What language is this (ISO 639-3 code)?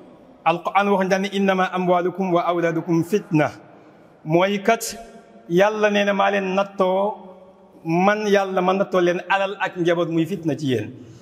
wol